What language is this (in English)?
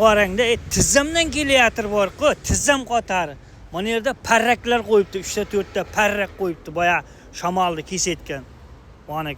Uzbek